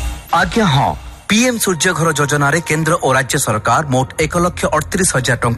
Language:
Odia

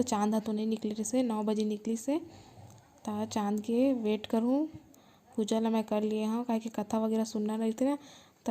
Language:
Chhattisgarhi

